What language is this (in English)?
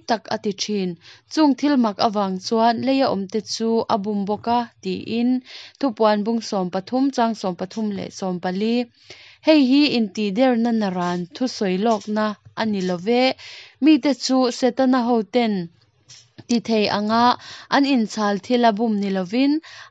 Mizo